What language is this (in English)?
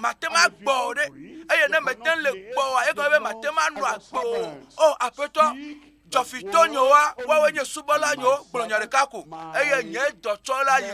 Ewe